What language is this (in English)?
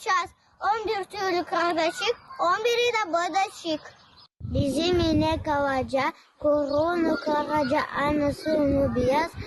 Gagauz